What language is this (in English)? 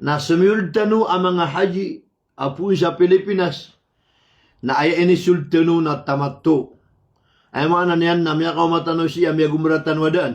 Maranao